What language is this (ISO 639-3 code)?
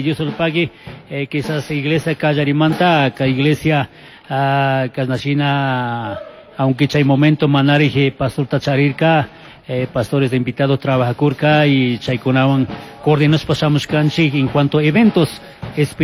qug